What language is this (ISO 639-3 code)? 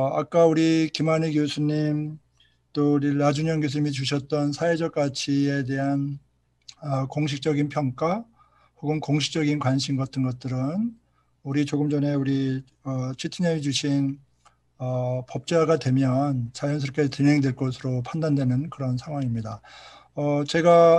kor